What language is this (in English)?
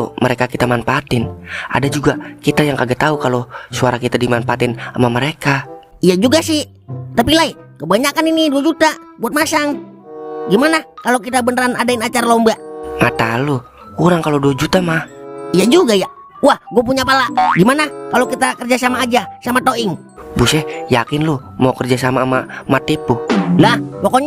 Betawi